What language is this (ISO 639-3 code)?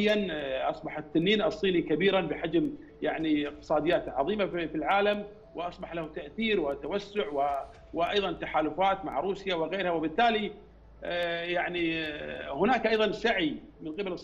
ara